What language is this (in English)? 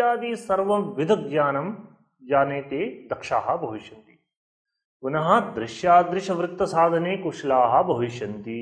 Sanskrit